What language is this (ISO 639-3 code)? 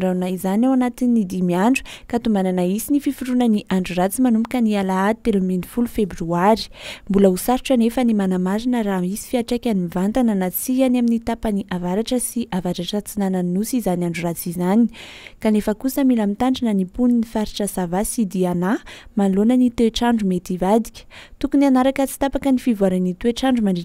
mlg